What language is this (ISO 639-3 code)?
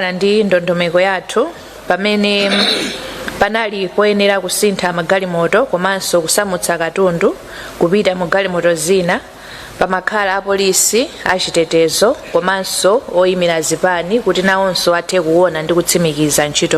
nya